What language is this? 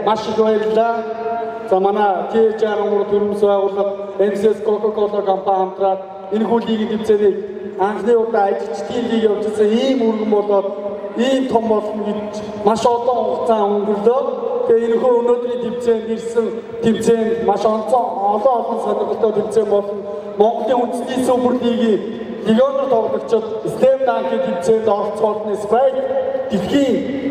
Mongolian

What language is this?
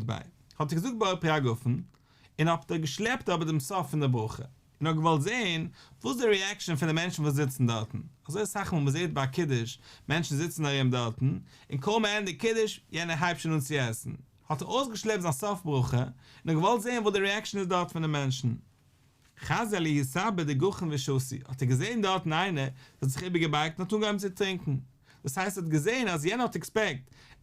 Yiddish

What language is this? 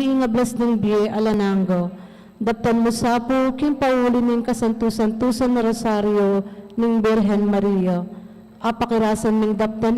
Pampanga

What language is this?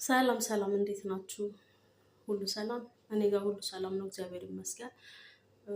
Amharic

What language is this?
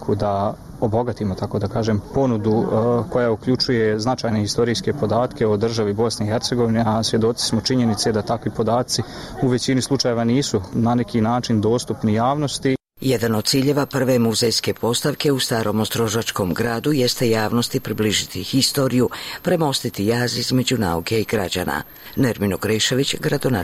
Bosnian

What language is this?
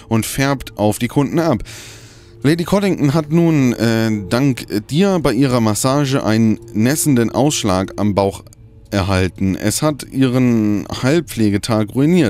German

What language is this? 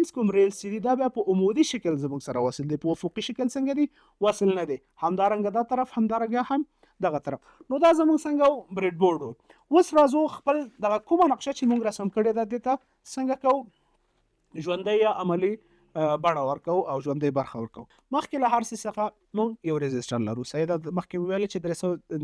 Pashto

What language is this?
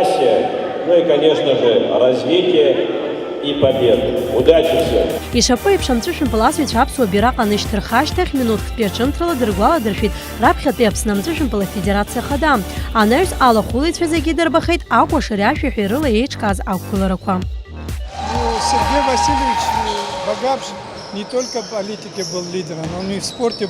Abkhazian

